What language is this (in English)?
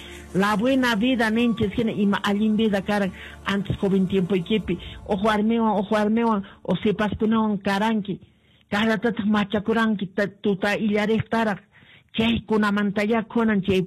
Quechua